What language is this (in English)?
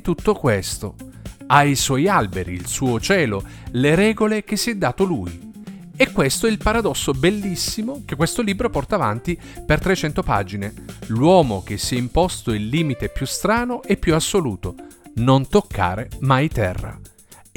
Italian